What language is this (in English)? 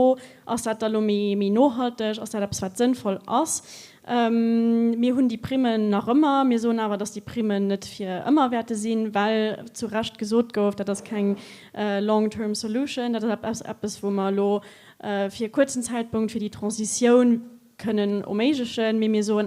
Luxembourgish